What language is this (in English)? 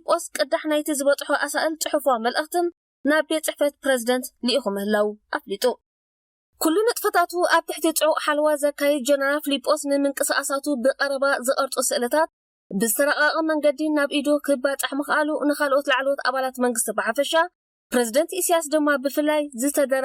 Tigrinya